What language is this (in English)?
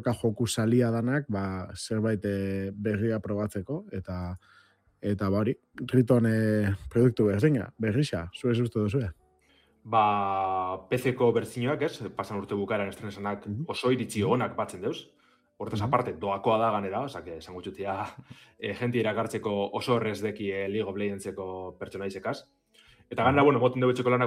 Basque